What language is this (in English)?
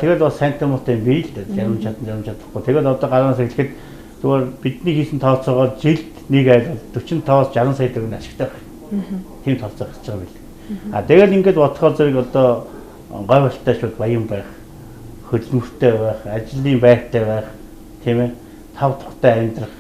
Mongolian